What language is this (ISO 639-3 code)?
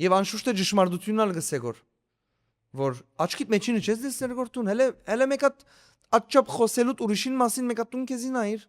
hyw